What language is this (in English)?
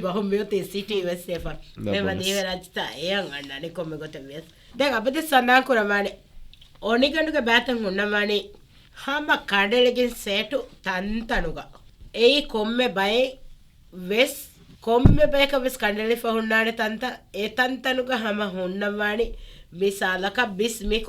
Divehi